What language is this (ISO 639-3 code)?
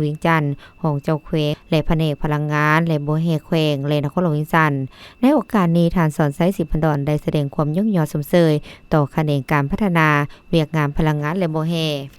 lao